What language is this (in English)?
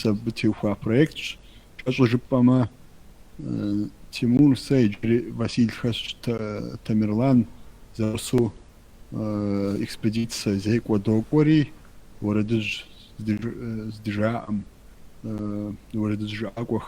Kabardian